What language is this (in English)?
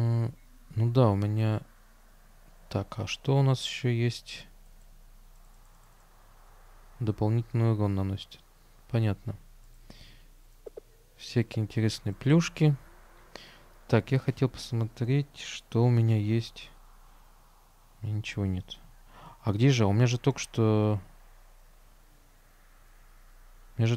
Russian